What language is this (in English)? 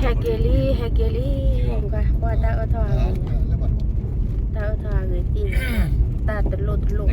S'gaw Karen